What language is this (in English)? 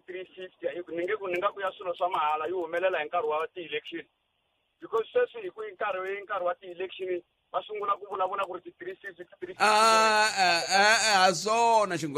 Tsonga